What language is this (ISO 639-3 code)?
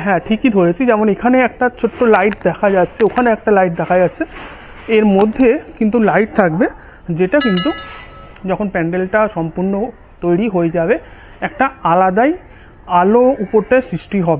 ben